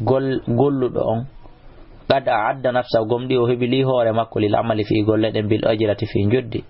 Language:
Fula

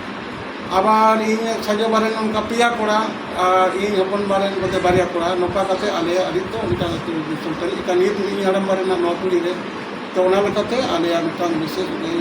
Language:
Santali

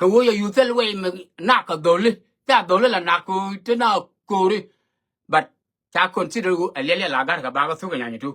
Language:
Nuer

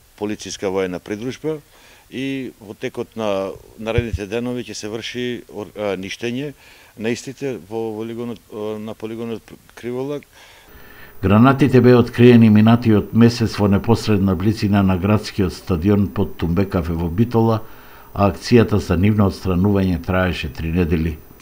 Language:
Macedonian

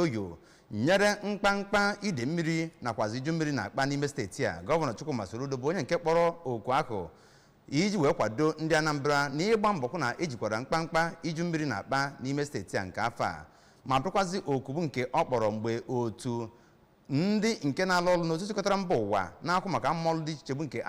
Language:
Igbo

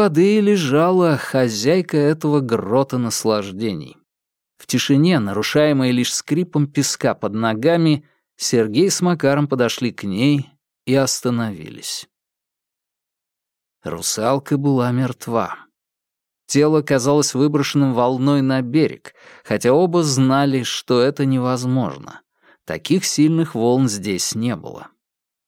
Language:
Russian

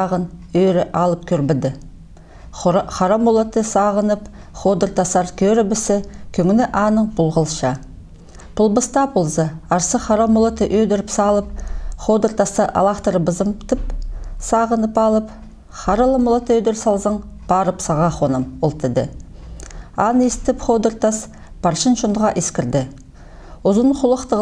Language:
Khakas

